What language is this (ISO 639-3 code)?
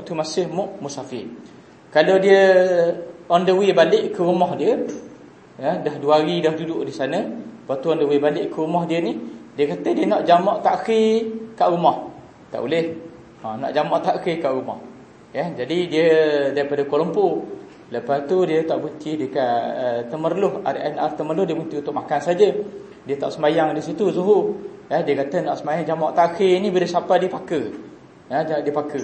msa